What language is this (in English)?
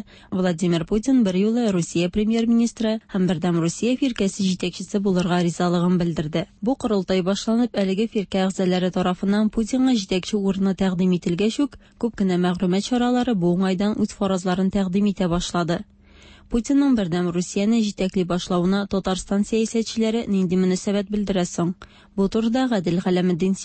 Tatar